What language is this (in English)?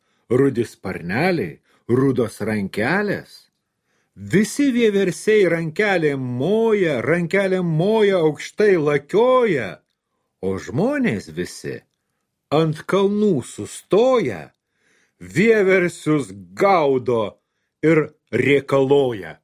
Lithuanian